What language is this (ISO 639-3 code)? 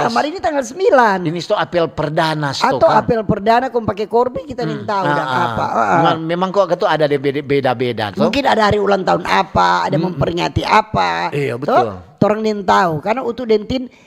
xmm